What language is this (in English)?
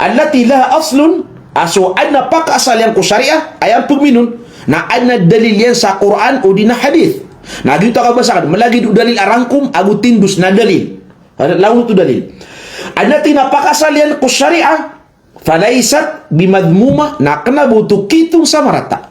Maranao